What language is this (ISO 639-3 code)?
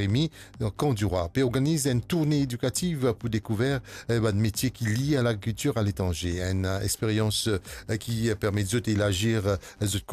mfe